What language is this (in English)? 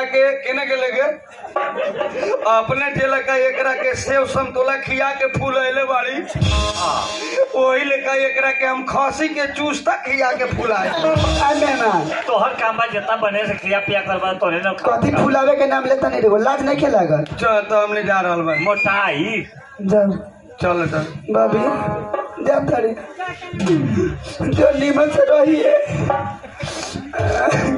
Bhojpuri